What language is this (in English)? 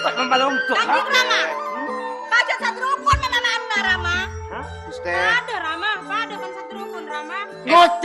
Madurese